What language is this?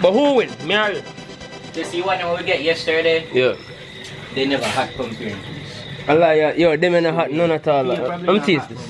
Jamaican Creole English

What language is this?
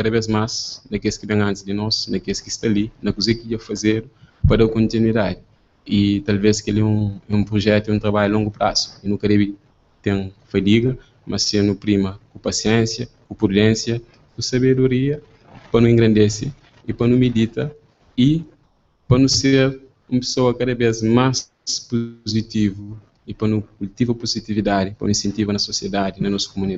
Kabuverdianu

